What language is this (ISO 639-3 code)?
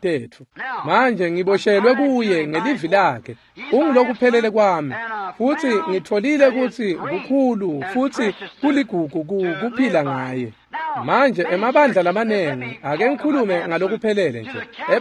ssw